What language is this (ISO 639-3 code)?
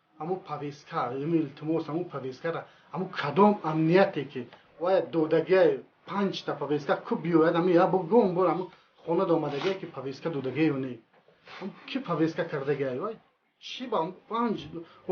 tgk